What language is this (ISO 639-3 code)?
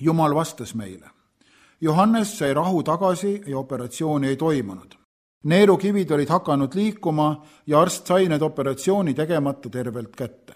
est